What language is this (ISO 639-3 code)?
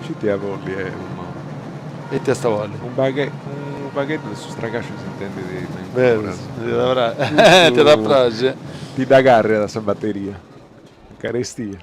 srd